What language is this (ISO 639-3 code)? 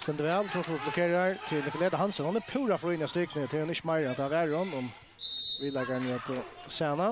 fao